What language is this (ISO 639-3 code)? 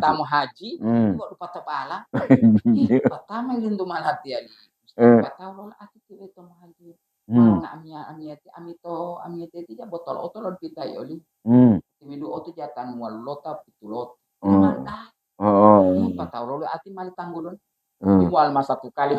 gor